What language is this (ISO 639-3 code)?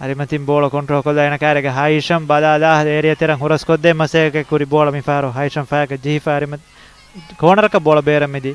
div